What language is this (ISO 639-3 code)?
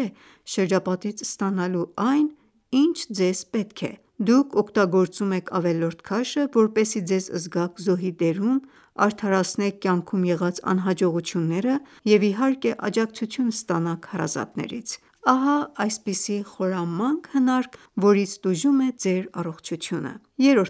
hye